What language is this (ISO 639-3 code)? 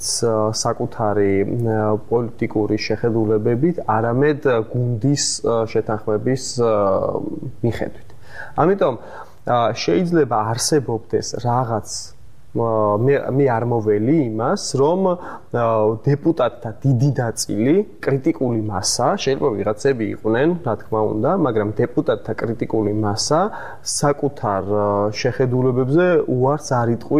kat